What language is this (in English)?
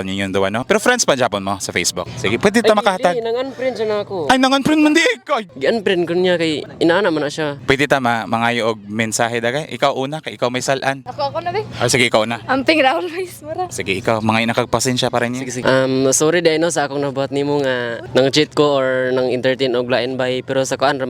Cebuano